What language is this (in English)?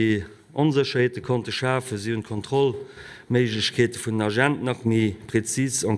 Luxembourgish